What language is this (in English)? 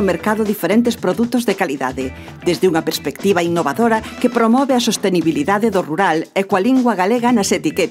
Galician